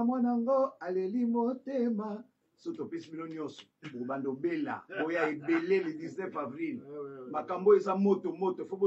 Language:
Lingala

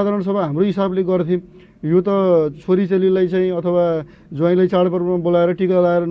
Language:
Nepali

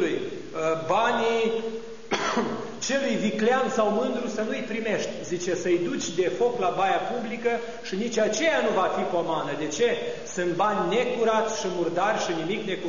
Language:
Romanian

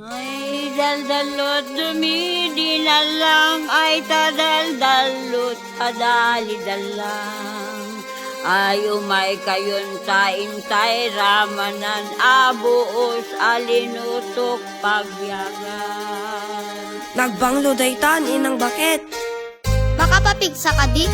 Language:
Iloko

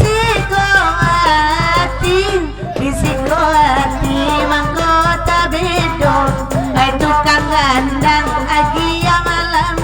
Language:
Minangkabau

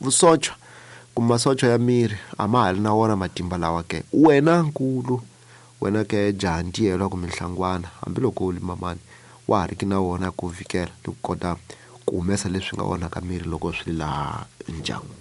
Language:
Tsonga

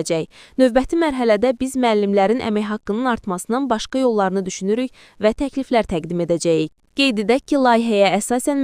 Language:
Azerbaijani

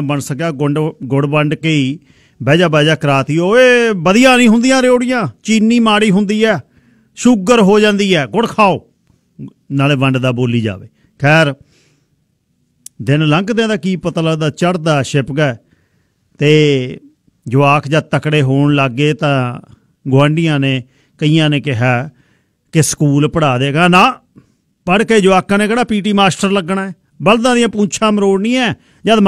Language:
Punjabi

